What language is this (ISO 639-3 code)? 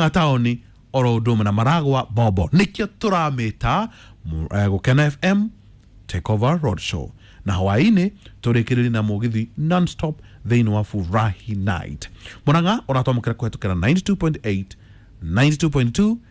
kik